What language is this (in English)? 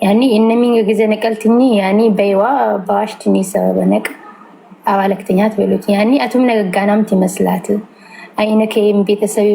Amharic